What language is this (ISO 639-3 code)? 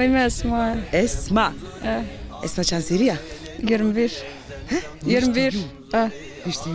zza